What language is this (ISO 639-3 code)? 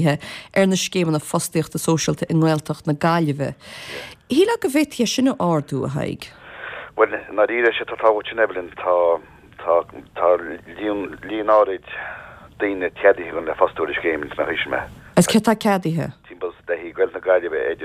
gle